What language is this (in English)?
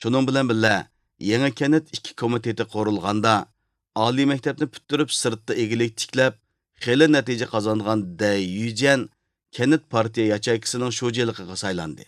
Uyghur